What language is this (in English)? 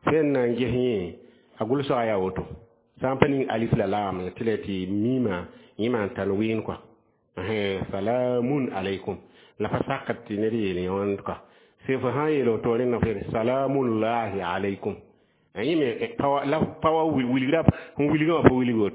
Mossi